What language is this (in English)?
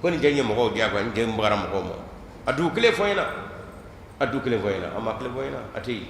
Bambara